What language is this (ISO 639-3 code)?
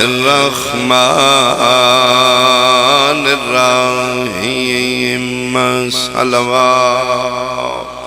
phr